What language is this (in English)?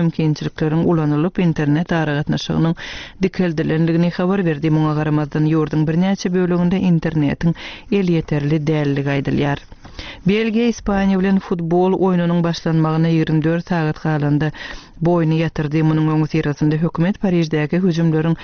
Turkmen